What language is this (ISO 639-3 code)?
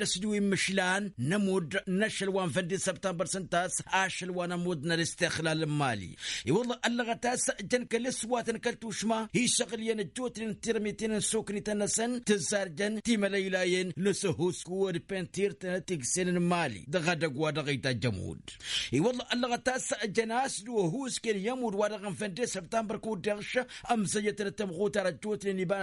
taq